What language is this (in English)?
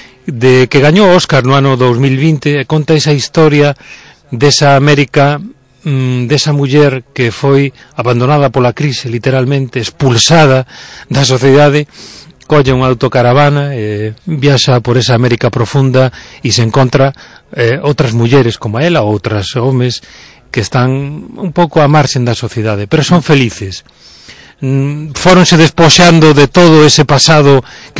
Galician